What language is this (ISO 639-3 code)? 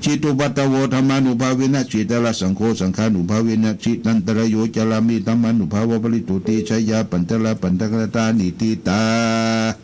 pli